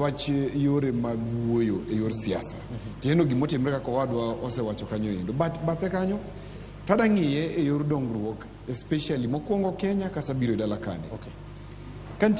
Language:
Luo (Kenya and Tanzania)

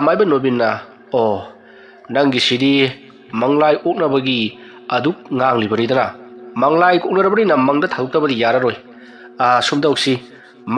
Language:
Manipuri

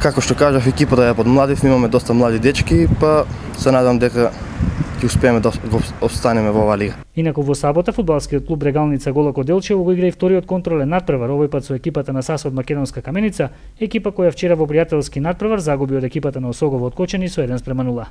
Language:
Macedonian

